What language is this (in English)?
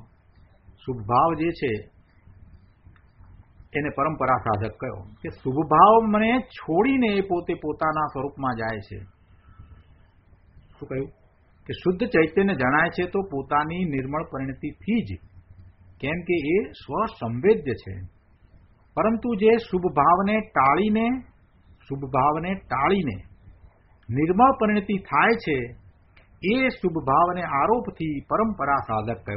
Gujarati